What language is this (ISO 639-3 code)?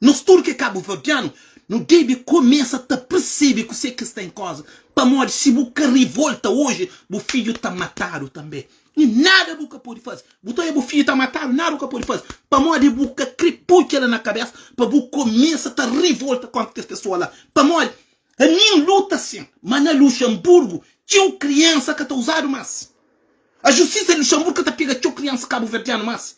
kea